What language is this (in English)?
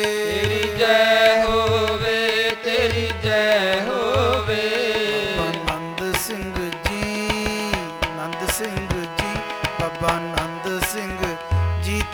Punjabi